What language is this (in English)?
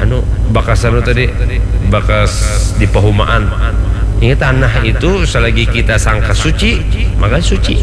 Banjar